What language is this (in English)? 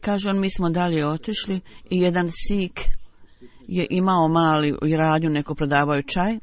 Bosnian